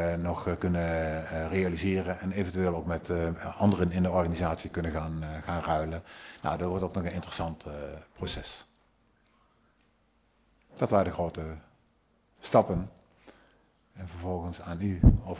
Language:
Dutch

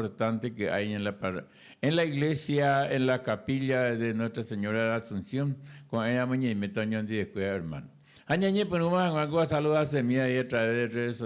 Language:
Guarani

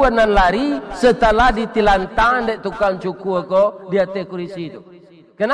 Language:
Minangkabau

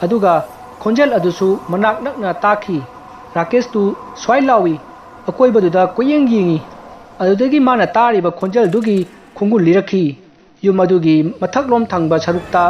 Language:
Manipuri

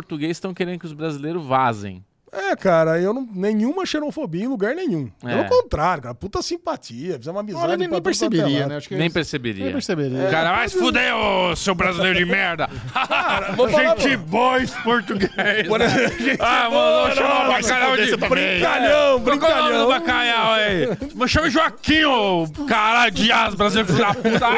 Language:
Portuguese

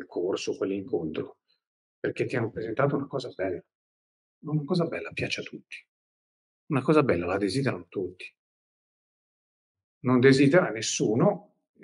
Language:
Italian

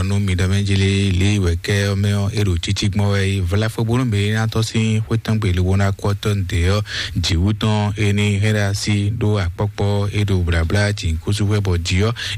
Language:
Fon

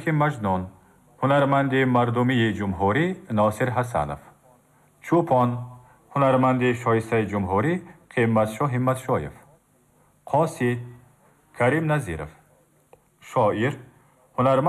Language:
Tajik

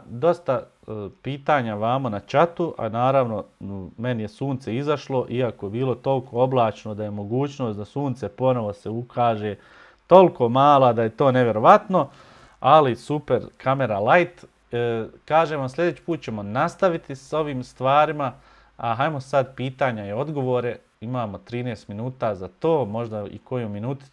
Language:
Bosnian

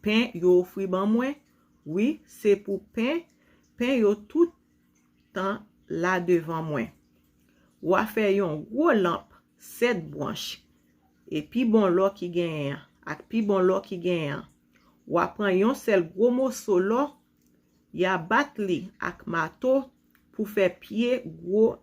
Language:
Haitian Creole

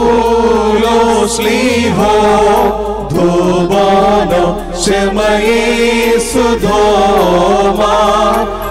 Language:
Malayalam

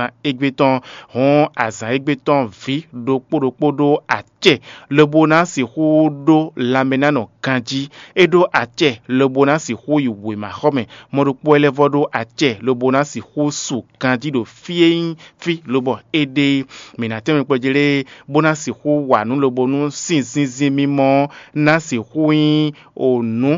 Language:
Fon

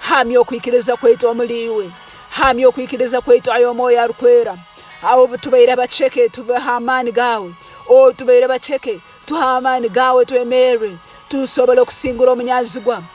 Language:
Tooro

